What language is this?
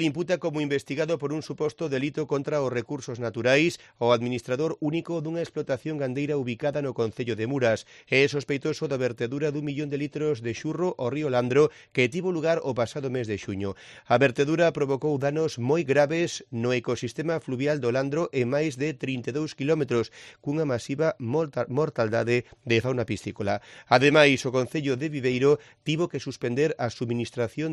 Galician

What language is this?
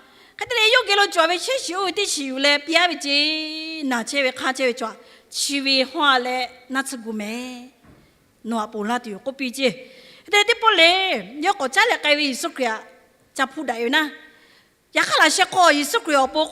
Lahu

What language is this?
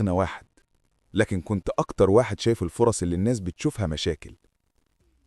Egyptian Arabic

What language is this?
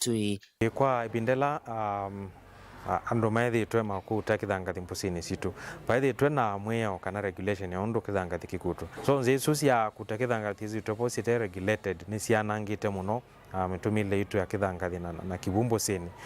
Kamba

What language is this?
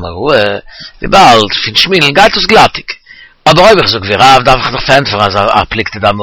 Yiddish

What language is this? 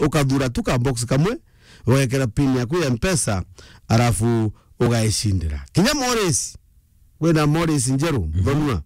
Meru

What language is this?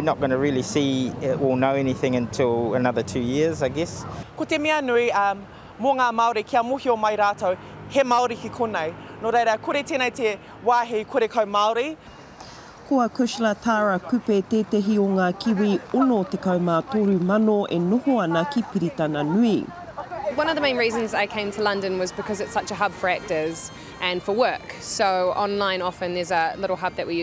Māori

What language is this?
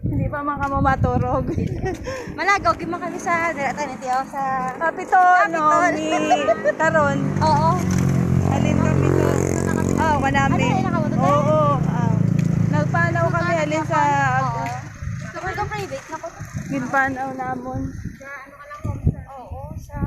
Hiligaynon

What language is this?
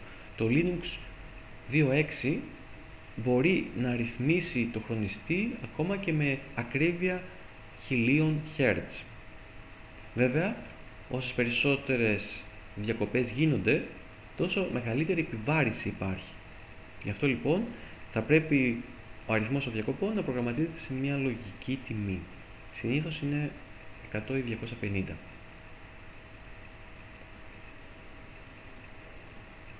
Greek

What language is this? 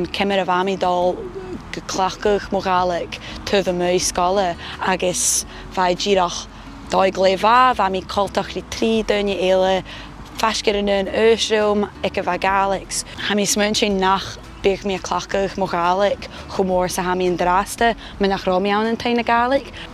Scottish Gaelic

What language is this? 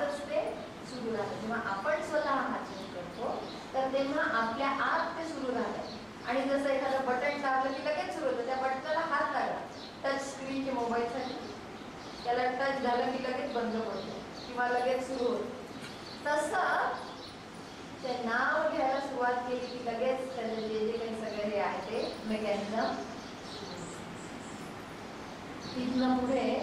Marathi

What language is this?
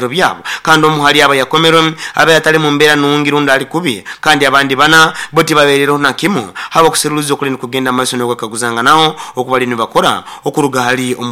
Nyoro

